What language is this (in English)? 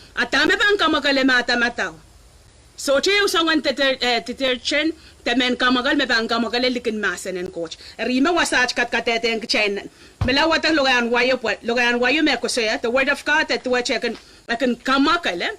Pohnpeian